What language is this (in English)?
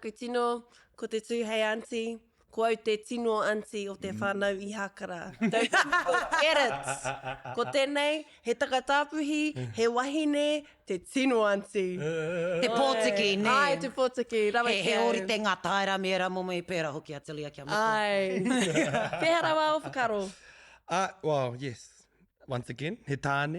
Māori